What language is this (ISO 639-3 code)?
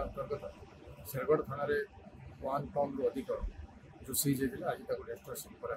ori